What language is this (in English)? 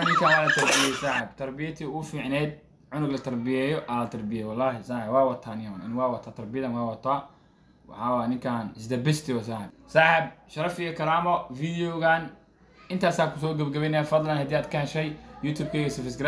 Somali